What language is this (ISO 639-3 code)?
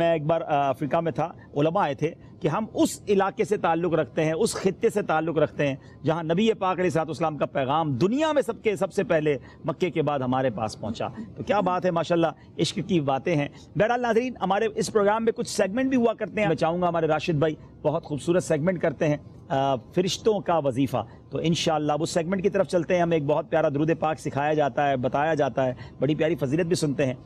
urd